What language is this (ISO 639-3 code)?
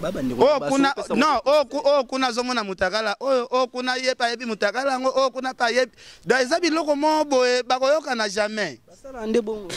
lin